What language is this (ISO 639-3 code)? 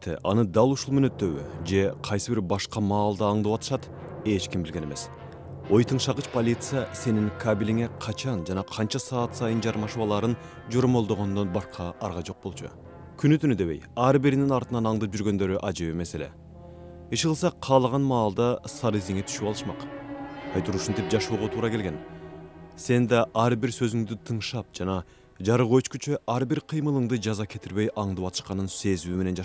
kir